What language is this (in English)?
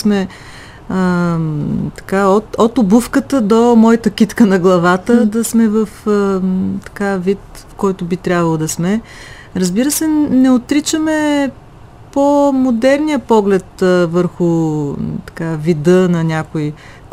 Bulgarian